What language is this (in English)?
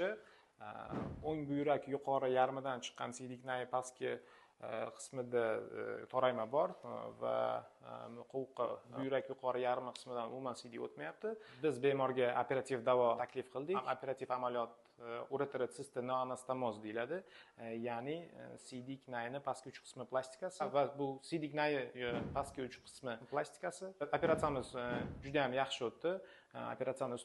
Uzbek